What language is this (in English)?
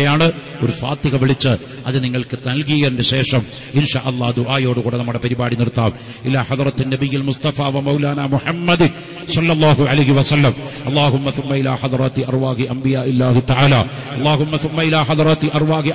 Malayalam